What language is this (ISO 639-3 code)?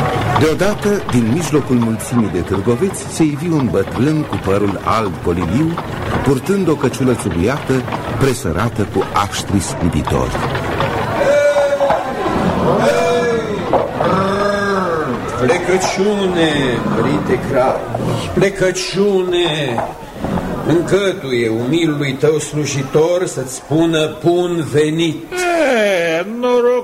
ron